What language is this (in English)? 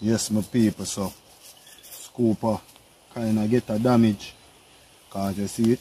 Jamaican Creole English